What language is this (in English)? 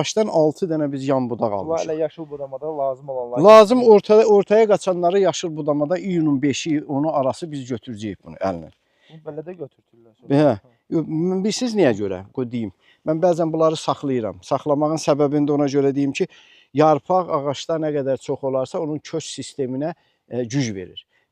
Azerbaijani